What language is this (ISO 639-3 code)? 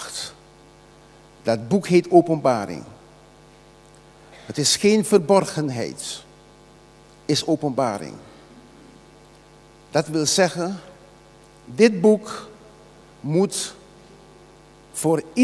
nld